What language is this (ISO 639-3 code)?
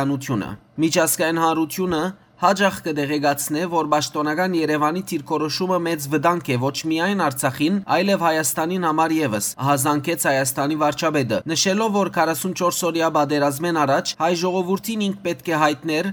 hyw